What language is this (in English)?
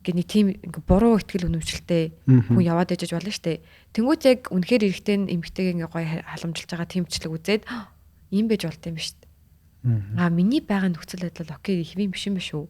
Mongolian